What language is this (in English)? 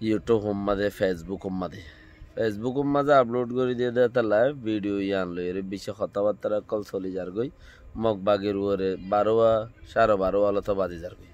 Rohingya